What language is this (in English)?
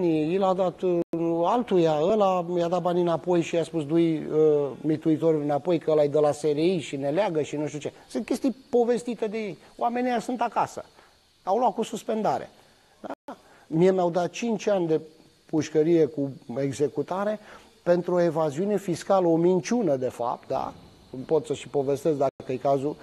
Romanian